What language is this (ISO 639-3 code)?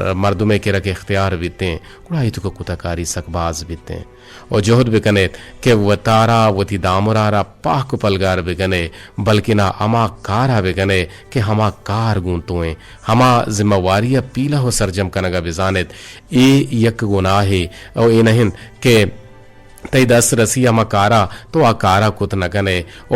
bgp